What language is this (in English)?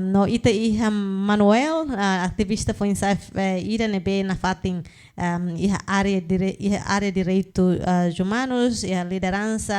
Tetum